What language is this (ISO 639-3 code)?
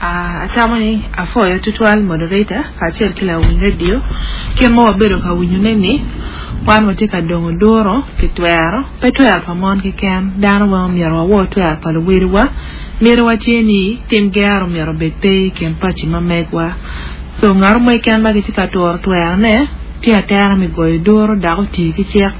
ach